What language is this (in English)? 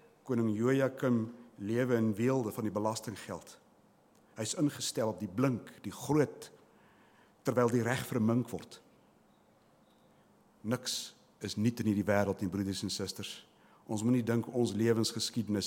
Afrikaans